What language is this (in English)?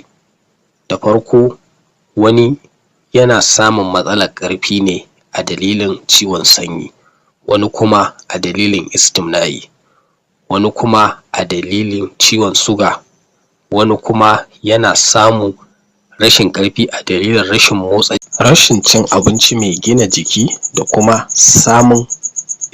Hausa